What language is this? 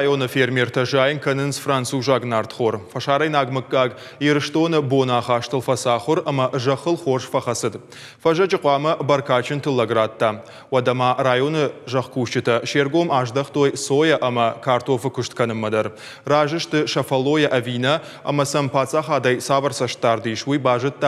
Ossetic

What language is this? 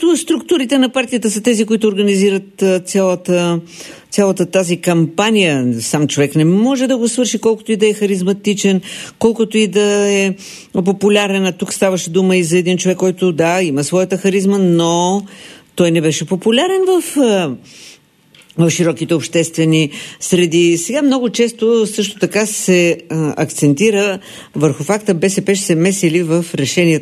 Bulgarian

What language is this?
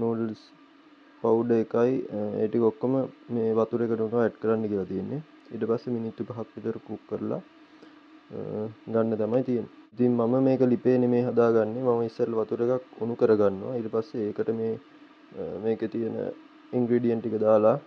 Sinhala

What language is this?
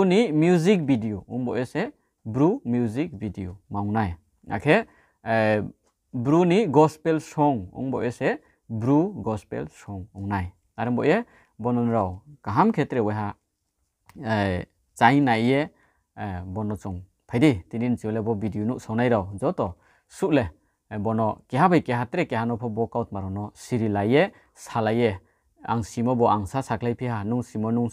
Riang (India)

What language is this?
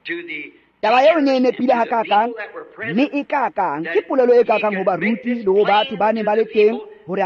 Tswana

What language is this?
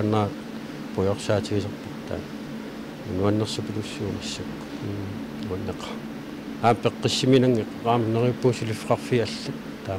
Kalaallisut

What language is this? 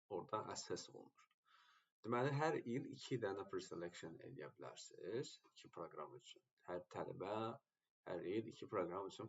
Azerbaijani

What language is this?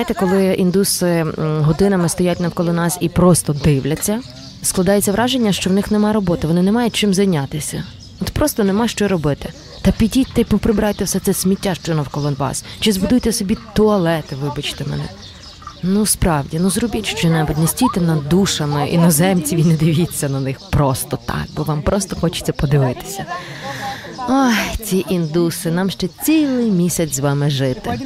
Ukrainian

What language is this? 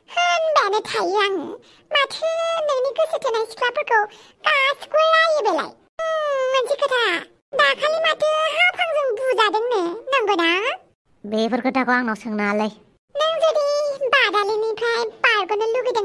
Bodo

